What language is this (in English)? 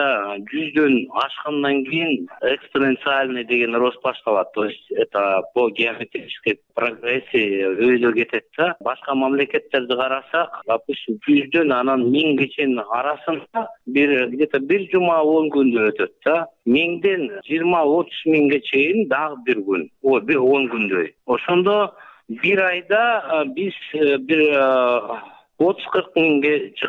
Kyrgyz